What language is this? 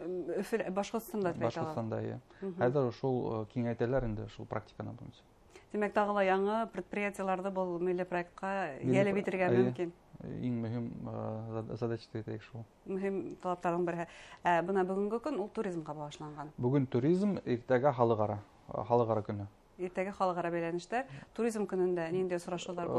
Bashkir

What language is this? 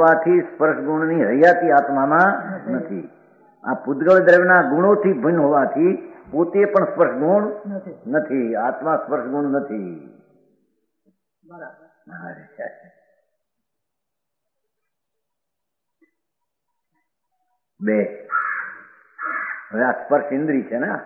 Gujarati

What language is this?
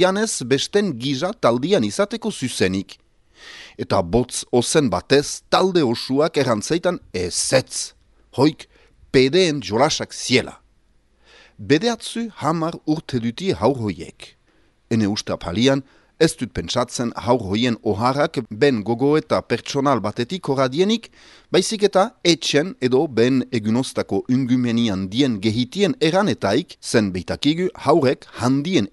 Basque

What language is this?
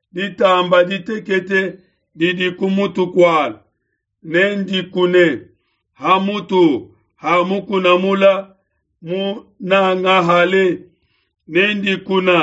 Luba-Lulua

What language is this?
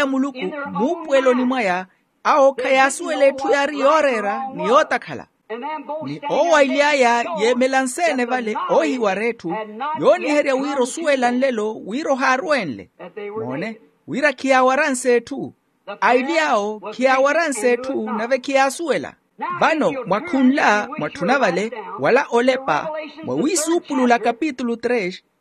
Makhuwa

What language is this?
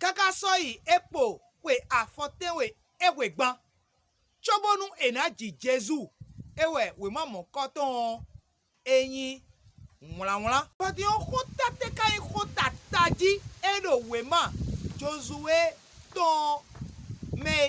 Fon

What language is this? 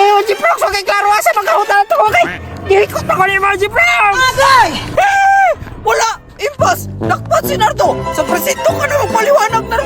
Cebuano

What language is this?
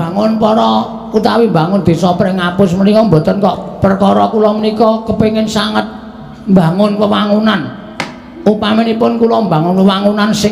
Javanese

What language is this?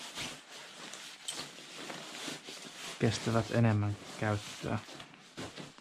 Finnish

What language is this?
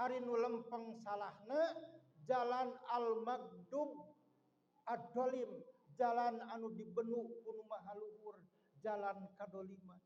Sundanese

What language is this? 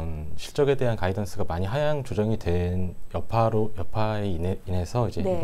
Korean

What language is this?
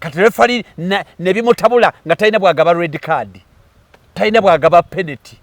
Ganda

